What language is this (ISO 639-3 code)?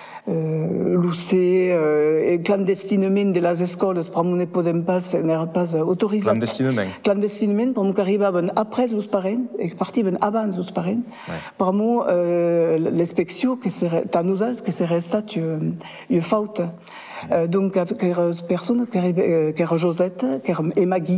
oci